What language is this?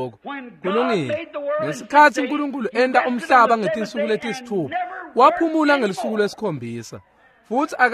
Swati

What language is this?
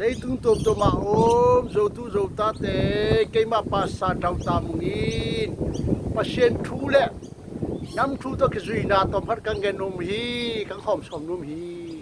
Tedim Chin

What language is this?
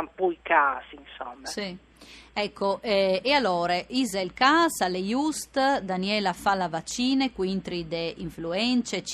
Friulian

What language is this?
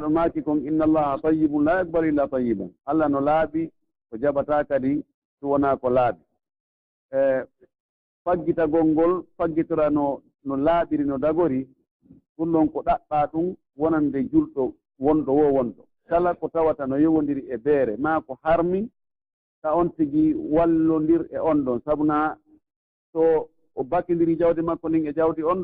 Pular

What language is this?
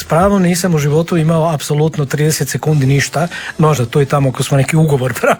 Croatian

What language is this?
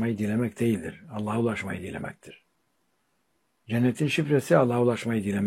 Turkish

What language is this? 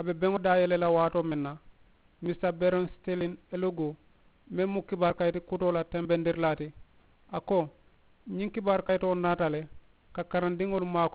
Mandingo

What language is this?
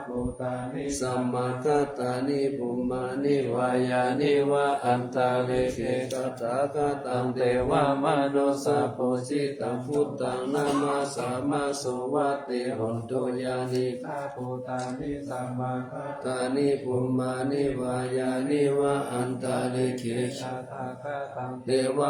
Pali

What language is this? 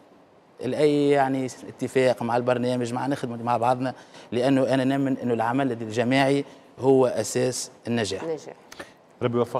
Tunisian Arabic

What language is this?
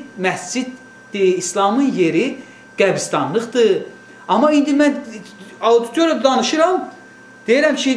Azerbaijani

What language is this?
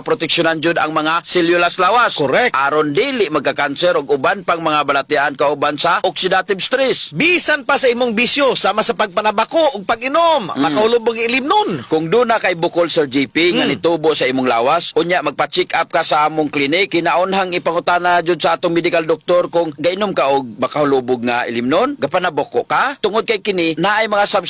Cebuano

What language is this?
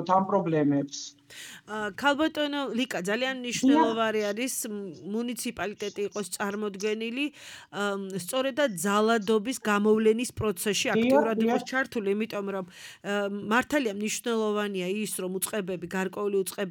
Georgian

